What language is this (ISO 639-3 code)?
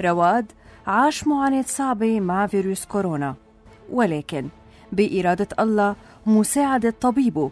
apc